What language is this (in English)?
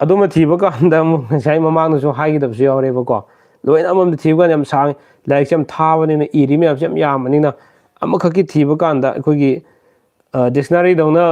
Manipuri